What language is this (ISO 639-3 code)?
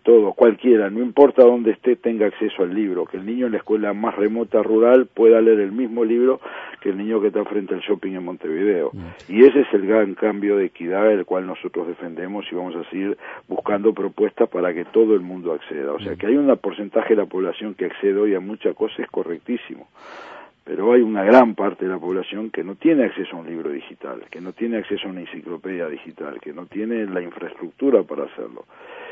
spa